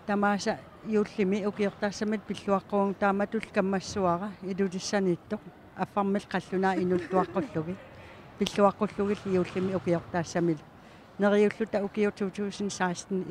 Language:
Kalaallisut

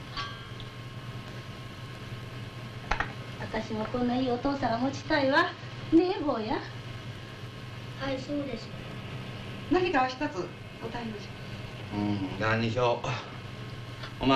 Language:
Japanese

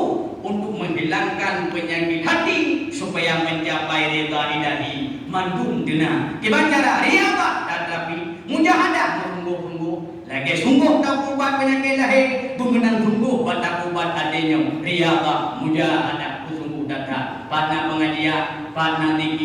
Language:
Achinese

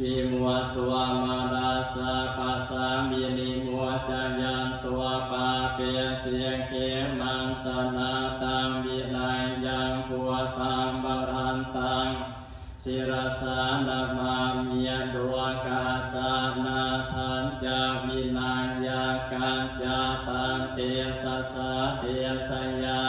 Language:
Pali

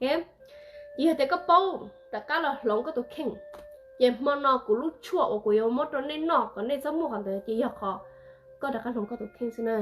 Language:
Hmong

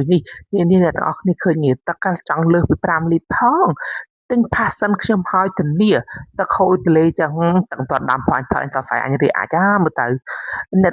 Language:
Khmer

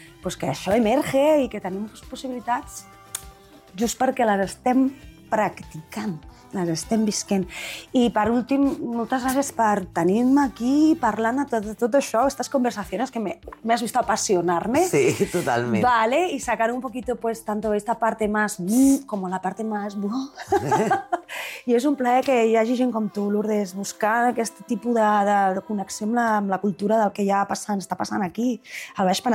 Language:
Catalan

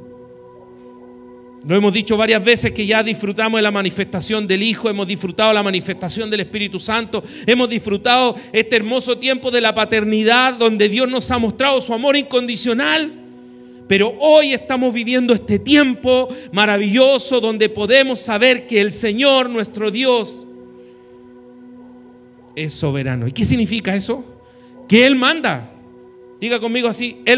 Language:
Spanish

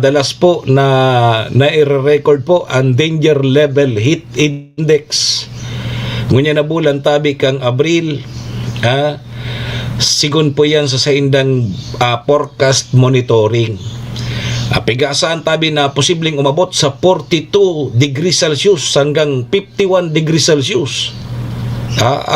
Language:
Bikol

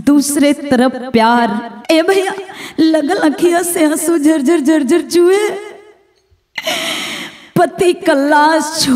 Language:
Bhojpuri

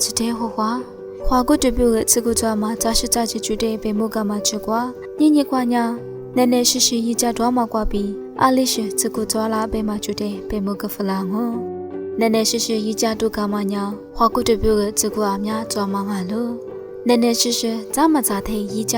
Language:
Lisu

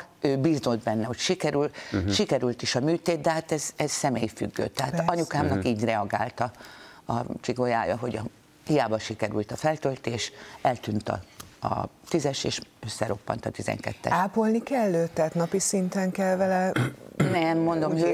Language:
Hungarian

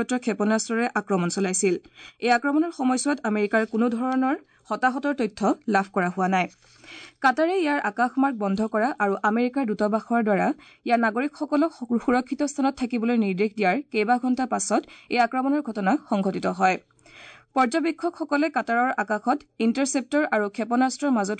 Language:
Assamese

